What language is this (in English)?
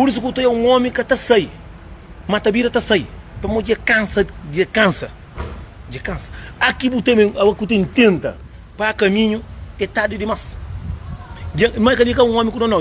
Kabuverdianu